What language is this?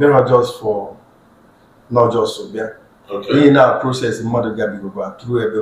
Igbo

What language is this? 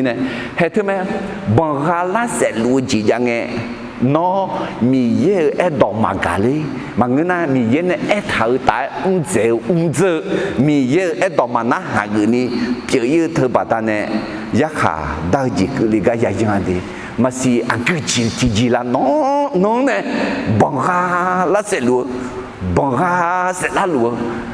Akha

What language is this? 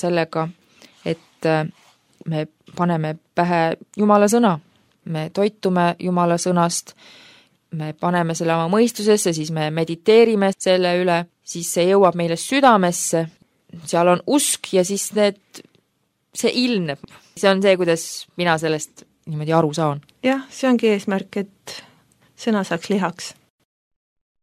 Estonian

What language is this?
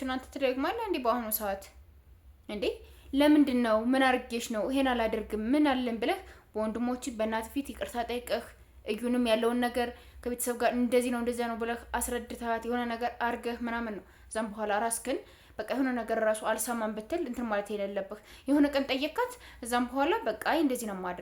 Amharic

